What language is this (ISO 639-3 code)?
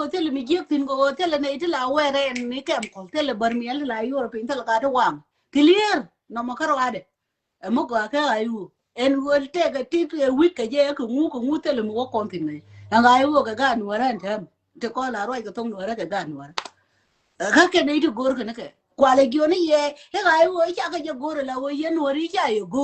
nus